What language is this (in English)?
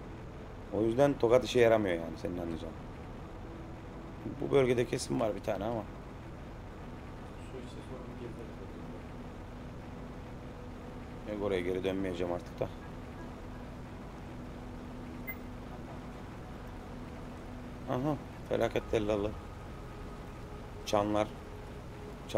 Turkish